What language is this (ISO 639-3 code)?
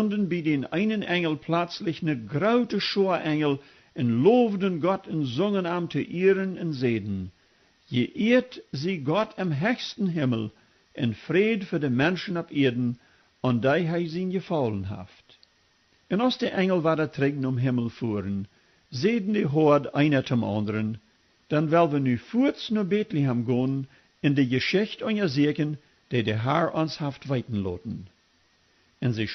pdt